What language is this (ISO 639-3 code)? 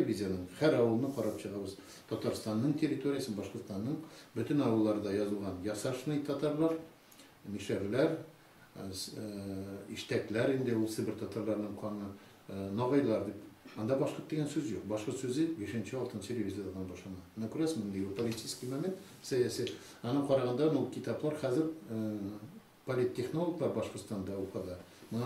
tat